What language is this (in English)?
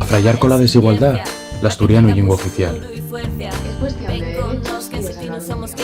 Asturian